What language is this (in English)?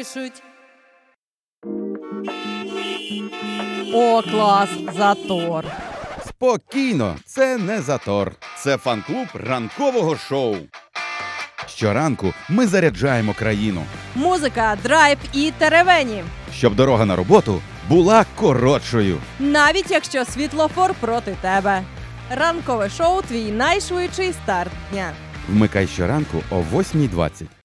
Ukrainian